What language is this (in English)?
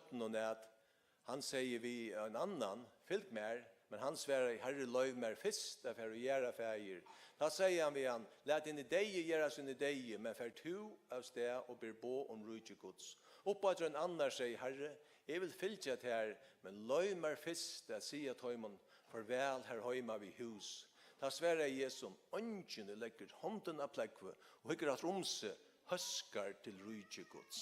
Faroese